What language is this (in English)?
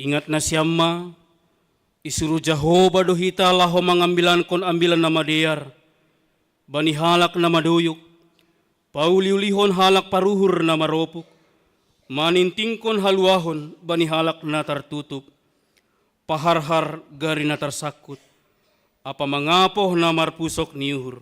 Batak Simalungun